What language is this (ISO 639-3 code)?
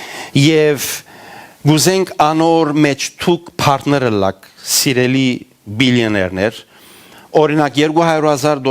hyw